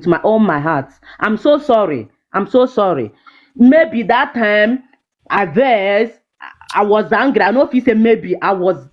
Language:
Nigerian Pidgin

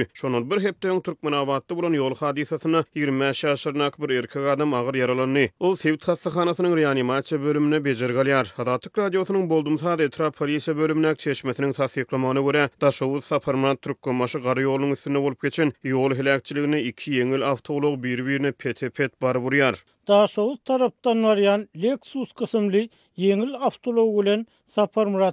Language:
Turkmen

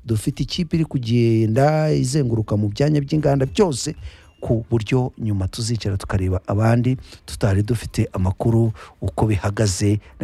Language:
Kinyarwanda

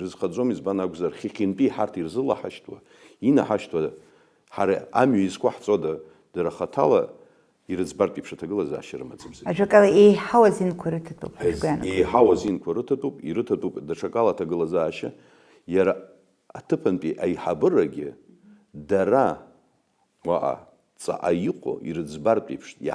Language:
Abkhazian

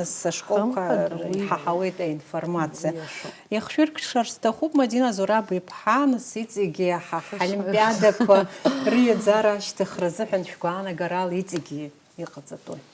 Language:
Abkhazian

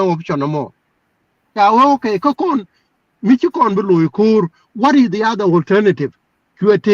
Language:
Nuer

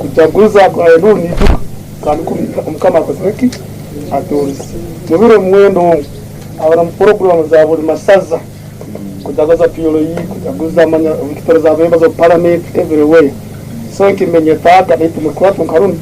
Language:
Tooro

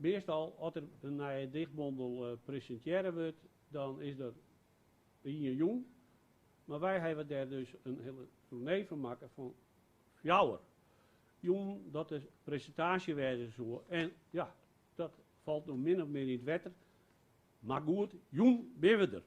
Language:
Western Frisian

